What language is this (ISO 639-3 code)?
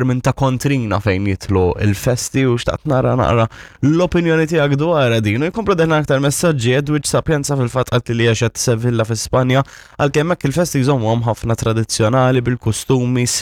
mlt